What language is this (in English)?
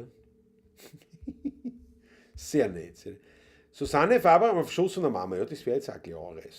Bavarian